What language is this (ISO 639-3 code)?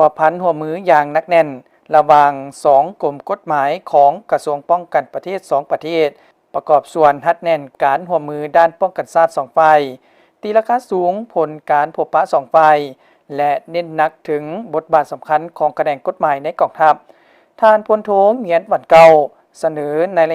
lao